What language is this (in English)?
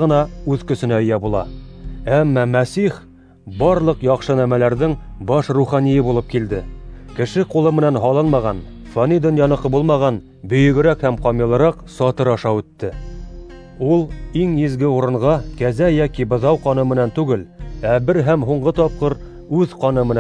Bashkir